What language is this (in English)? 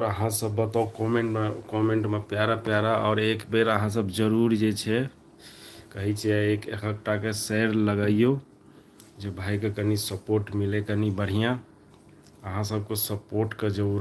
Maithili